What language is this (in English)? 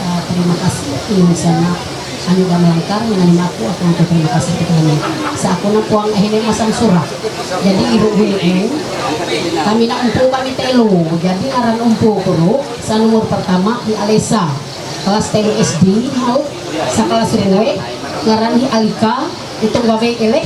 Ma'anyan